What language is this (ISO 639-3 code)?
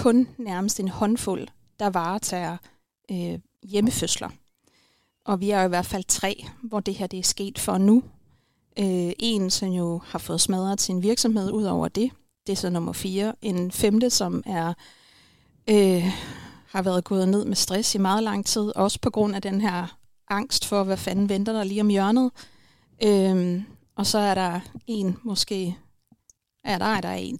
dan